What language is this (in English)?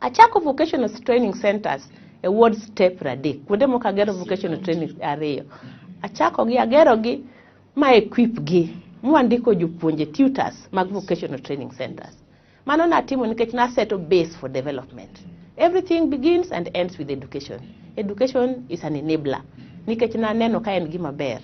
Luo (Kenya and Tanzania)